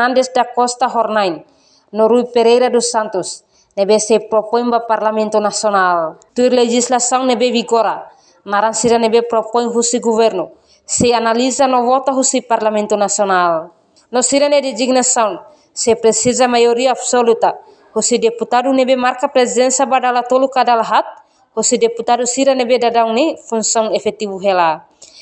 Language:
Tetum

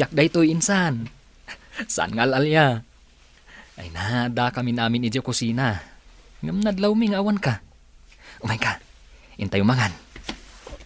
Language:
Iloko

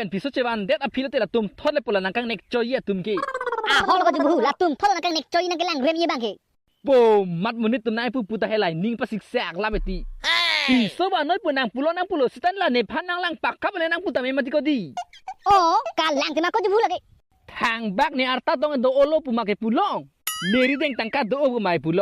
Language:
Karbi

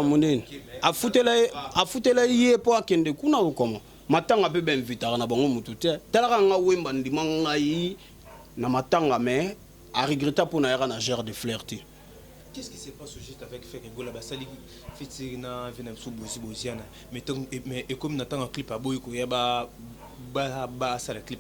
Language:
Lingala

